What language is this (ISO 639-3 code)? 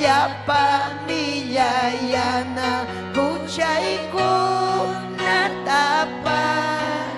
quy